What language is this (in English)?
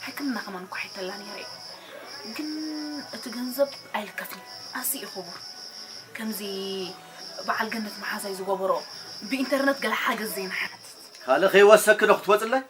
Tigrinya